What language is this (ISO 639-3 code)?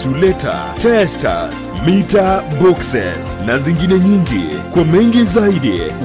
guz